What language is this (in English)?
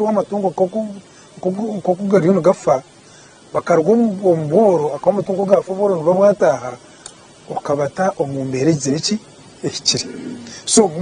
Nyankole